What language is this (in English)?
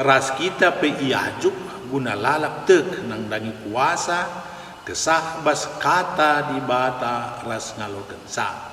Batak Karo